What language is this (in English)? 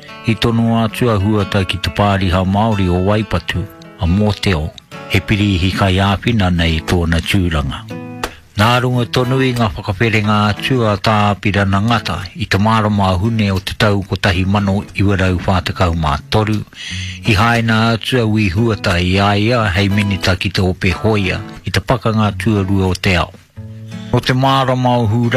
Māori